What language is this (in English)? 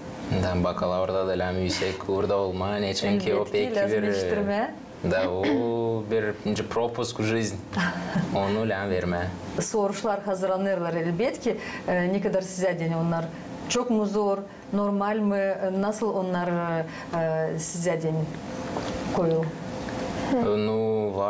Gagauz